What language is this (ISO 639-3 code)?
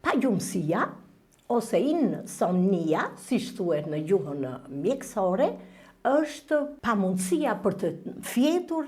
sqi